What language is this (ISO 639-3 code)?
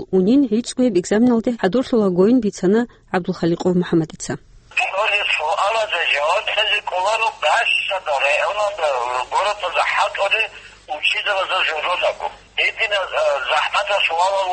ava